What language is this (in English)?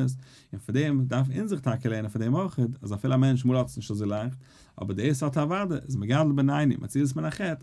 Yiddish